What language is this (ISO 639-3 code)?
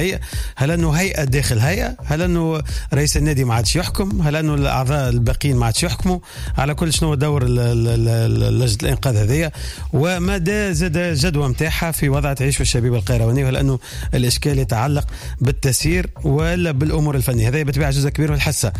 aeb